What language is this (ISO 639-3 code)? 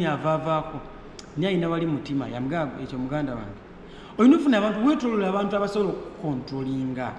lug